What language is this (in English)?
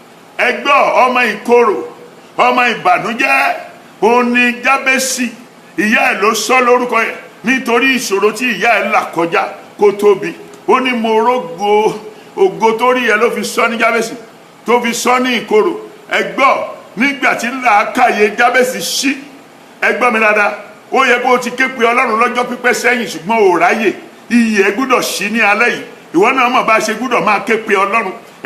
Yoruba